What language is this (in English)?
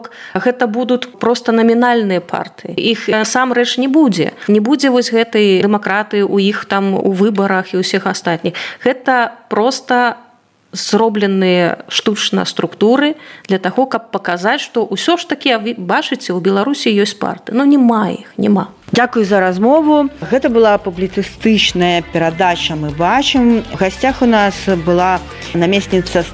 Belarusian